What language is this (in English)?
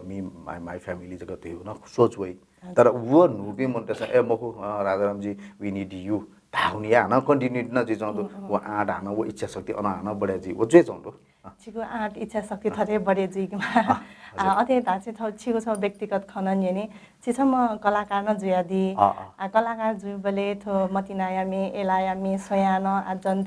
Newari